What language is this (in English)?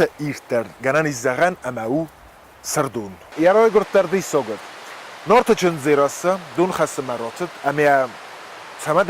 Ossetic